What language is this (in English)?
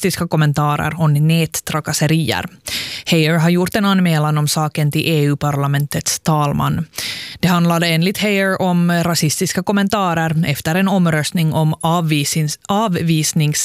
Swedish